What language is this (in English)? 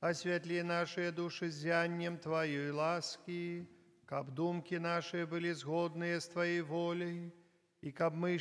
Belarusian